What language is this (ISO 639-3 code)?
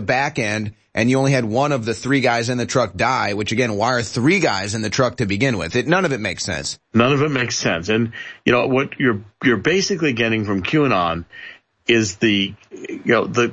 eng